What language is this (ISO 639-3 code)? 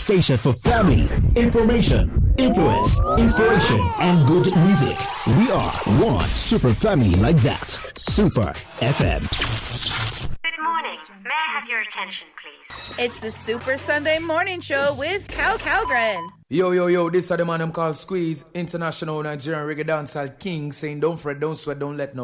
eng